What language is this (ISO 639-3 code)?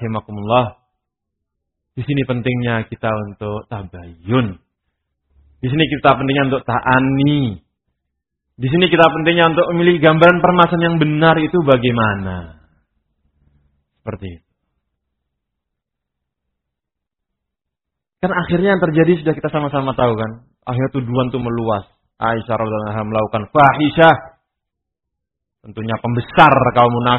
ind